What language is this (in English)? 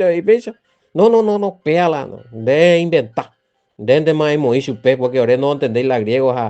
Guarani